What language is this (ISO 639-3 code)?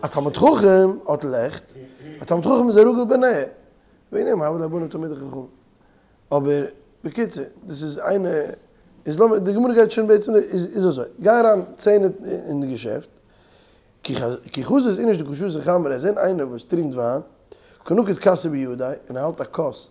yid